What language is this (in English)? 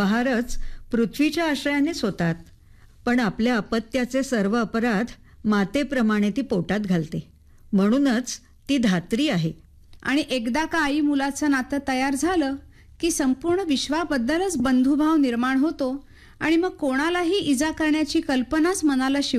Marathi